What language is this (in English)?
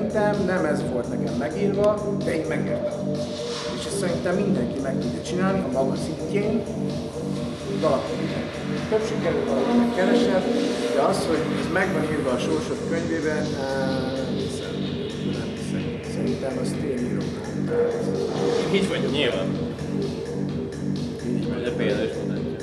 Hungarian